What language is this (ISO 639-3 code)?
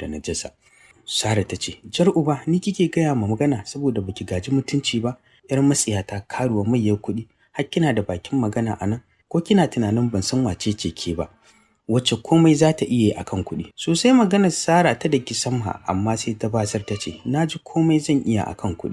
hau